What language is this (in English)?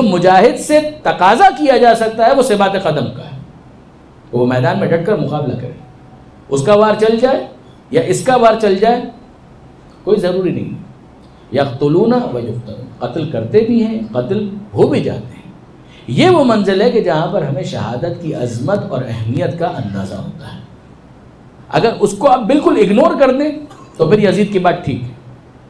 Urdu